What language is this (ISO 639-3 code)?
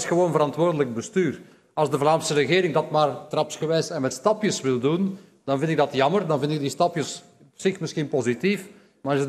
nld